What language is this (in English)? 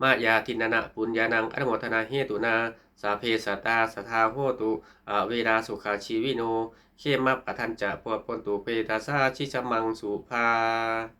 Pali